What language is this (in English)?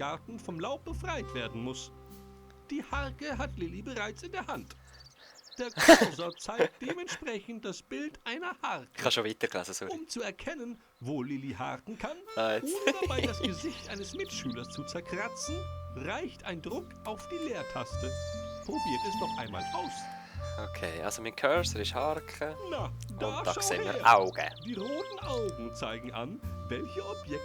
Swiss German